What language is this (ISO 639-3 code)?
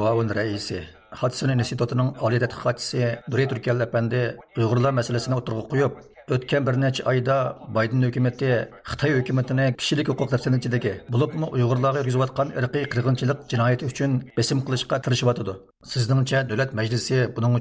uig